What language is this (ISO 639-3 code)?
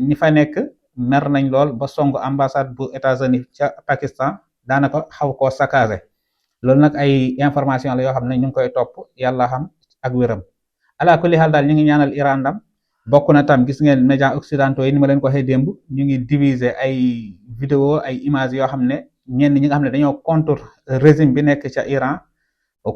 wol